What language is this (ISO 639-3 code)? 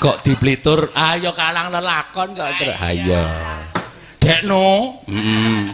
jav